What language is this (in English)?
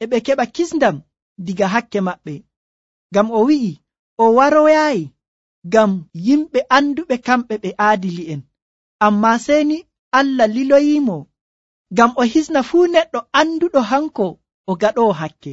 Nigerian Fulfulde